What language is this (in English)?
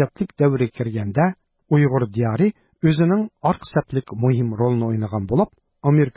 Uyghur